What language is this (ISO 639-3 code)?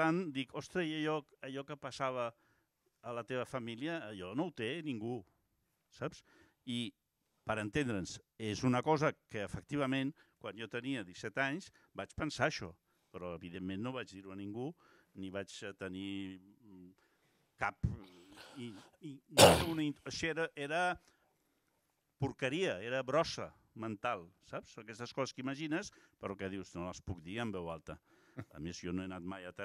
cat